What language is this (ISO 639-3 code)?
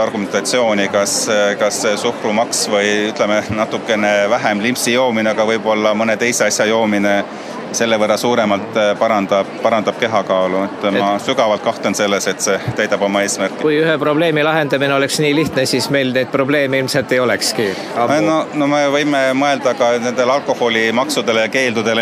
est